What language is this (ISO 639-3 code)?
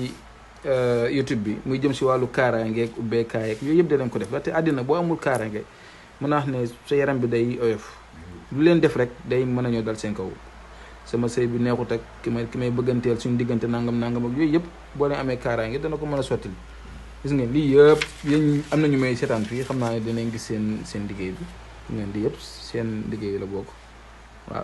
wol